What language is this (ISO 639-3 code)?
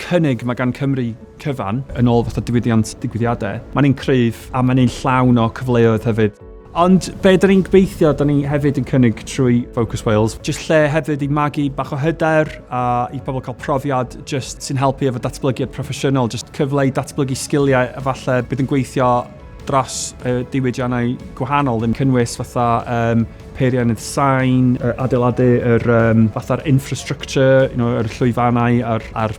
cym